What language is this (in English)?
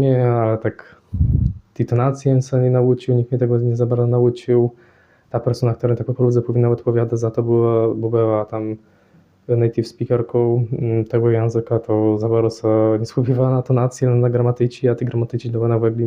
Kashubian